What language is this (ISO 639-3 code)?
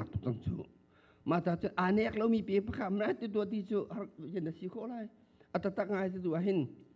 cnh